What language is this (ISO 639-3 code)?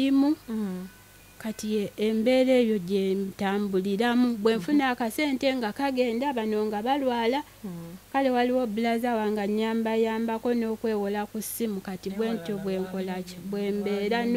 lug